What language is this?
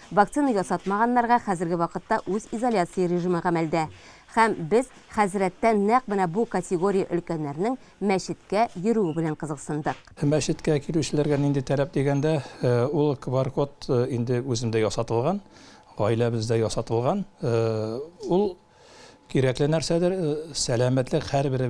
Tatar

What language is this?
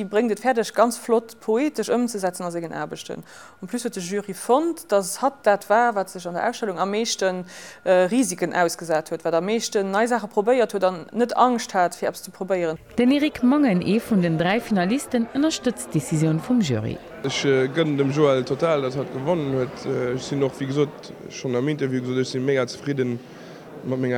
Luxembourgish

